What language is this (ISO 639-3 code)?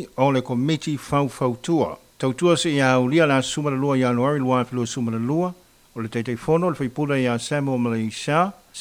smo